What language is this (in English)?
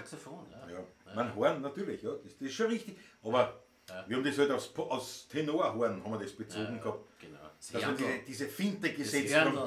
Bavarian